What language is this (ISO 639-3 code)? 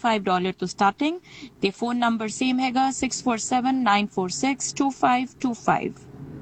pan